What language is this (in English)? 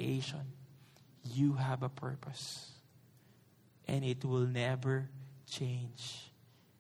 Filipino